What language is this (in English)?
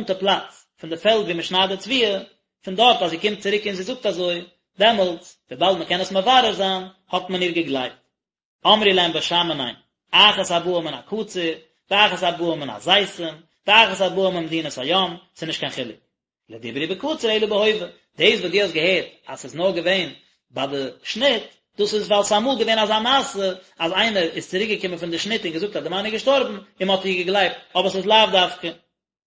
Yiddish